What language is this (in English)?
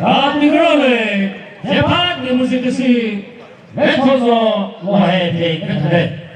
Chokri Naga